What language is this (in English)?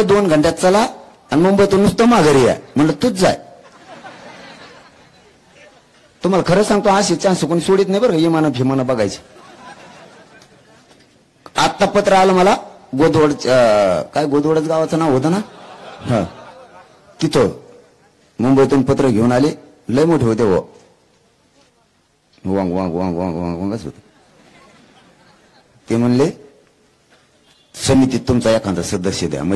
Marathi